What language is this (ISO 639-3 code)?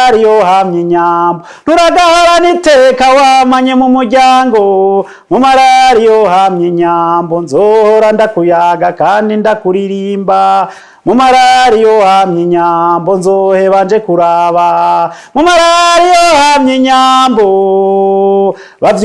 run